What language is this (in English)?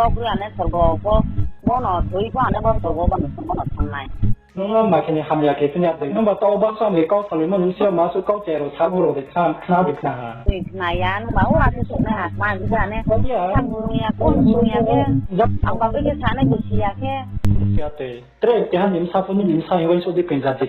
Riang (India)